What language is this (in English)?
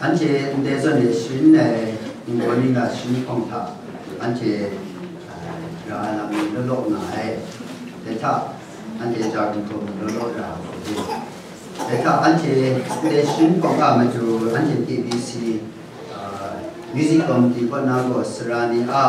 Kachin